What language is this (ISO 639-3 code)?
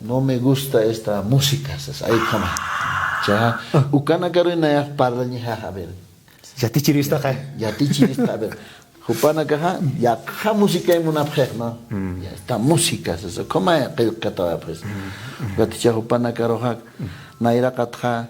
aym